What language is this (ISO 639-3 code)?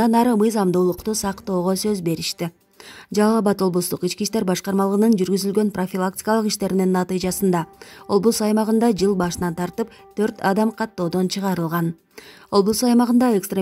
kir